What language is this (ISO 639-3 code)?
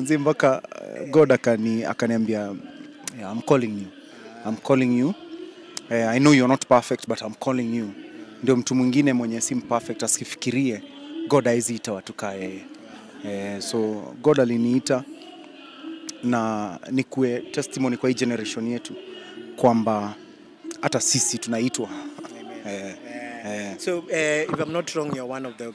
swa